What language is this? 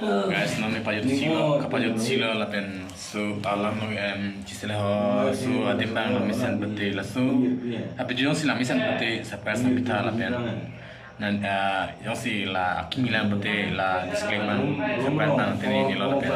Karbi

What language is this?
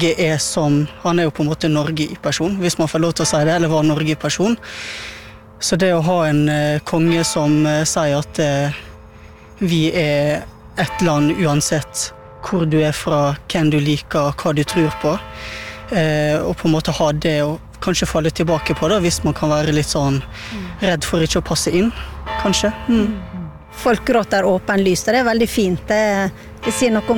Norwegian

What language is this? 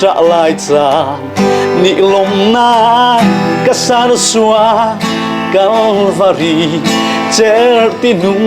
Falam Chin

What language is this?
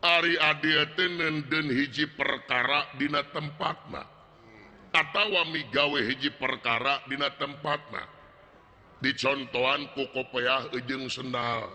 Sundanese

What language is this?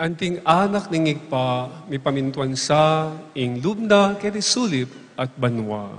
Pampanga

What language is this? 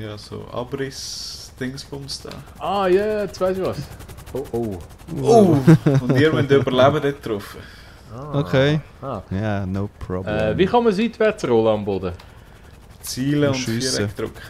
Swiss German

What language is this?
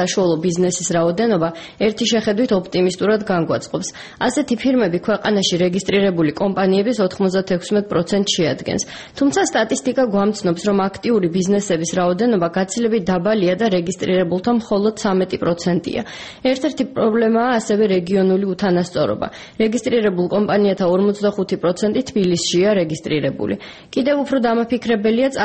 Georgian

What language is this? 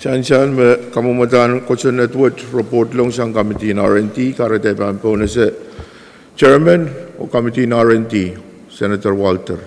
Pohnpeian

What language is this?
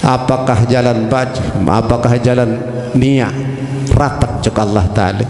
Sasak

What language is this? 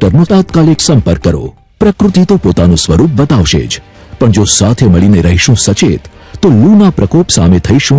Gujarati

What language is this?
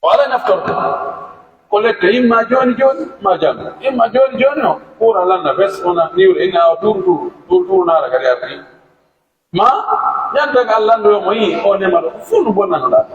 Pular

